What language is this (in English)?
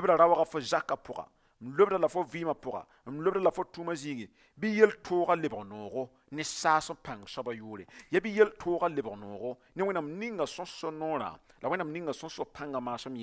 Mossi